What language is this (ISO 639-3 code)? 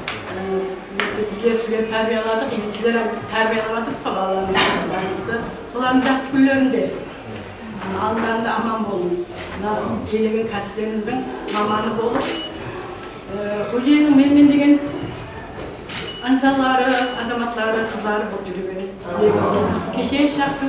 kaz